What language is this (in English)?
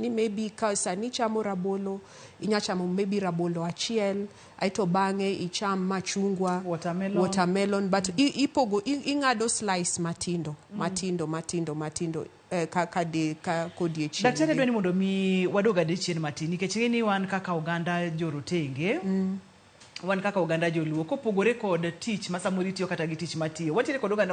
Luo (Kenya and Tanzania)